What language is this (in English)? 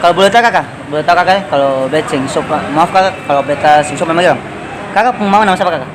Ambonese Malay